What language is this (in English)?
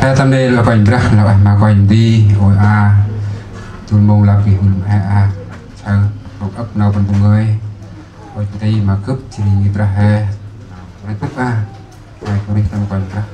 Central Mnong